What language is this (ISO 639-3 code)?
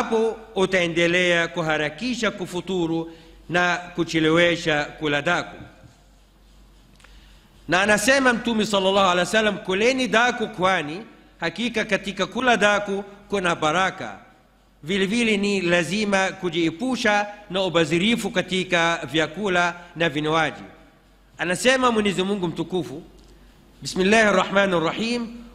swa